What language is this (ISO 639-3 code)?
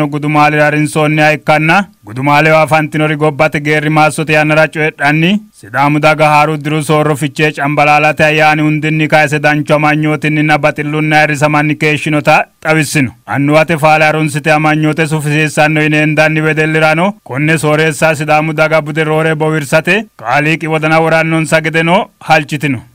sid